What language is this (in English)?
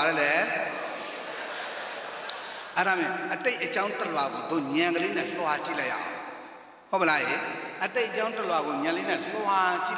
Burmese